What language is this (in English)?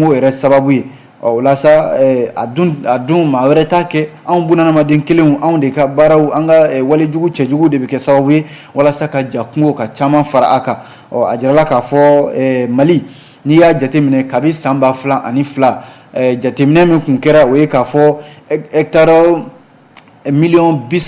Bambara